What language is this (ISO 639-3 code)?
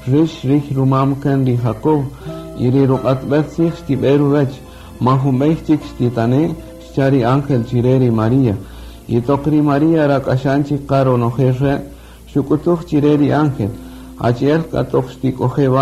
cak